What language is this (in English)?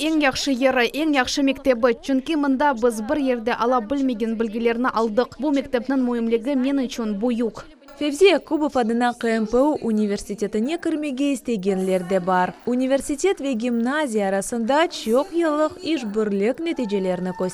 Crimean Tatar